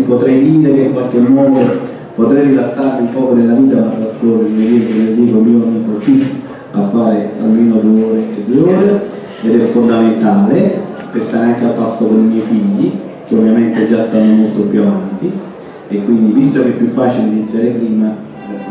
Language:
Italian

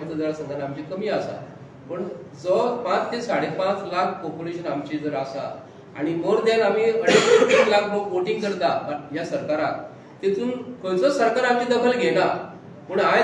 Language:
Konkani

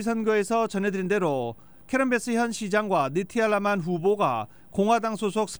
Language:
Korean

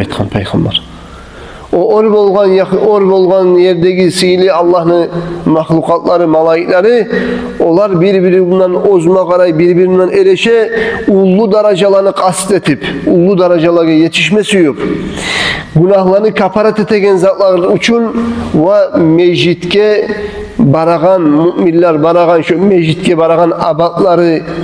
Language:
Kumyk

